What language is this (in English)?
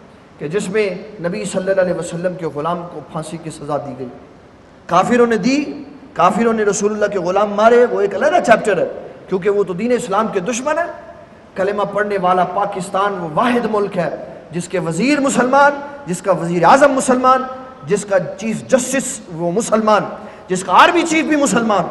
Urdu